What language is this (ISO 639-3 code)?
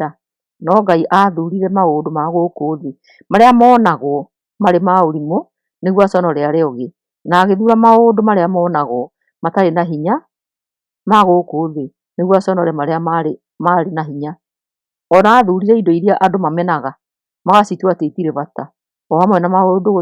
kik